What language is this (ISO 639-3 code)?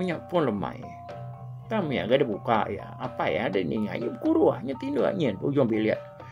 iba